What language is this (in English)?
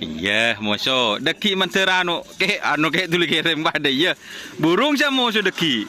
Madurese